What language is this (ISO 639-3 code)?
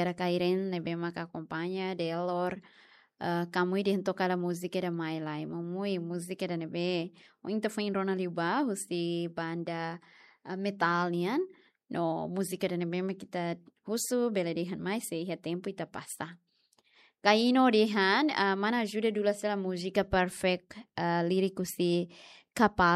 tet